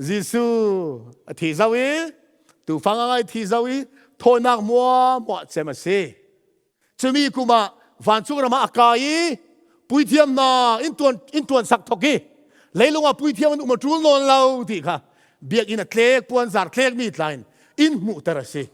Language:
Falam Chin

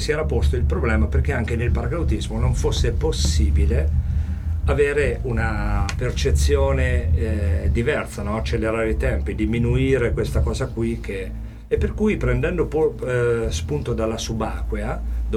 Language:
Italian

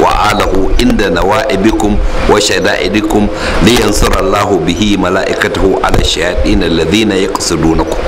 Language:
Hausa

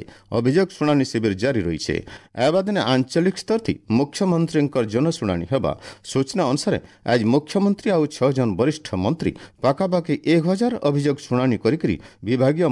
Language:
Odia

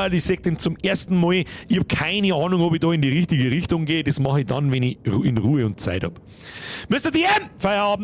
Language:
Bavarian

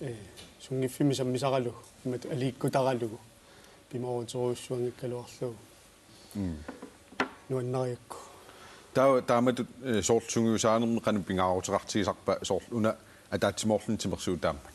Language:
Kalaallisut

